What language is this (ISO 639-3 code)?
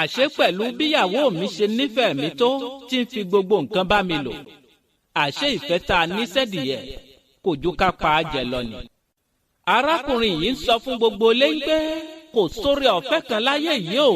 yor